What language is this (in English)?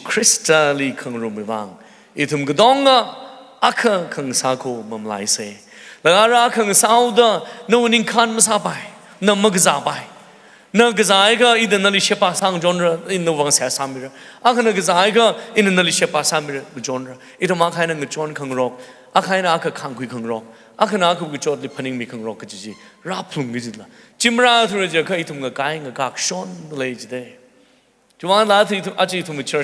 Tangkhul Naga (India)